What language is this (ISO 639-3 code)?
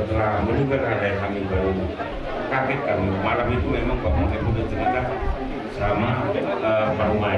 bbc